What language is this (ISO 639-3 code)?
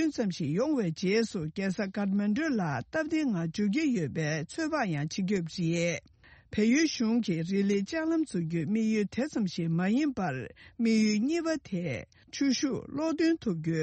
bod